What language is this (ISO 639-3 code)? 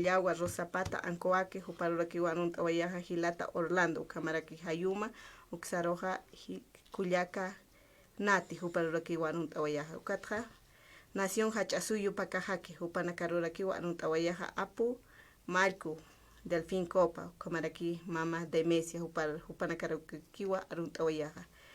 aym